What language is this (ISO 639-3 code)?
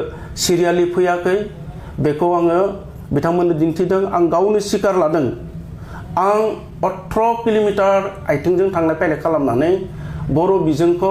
brx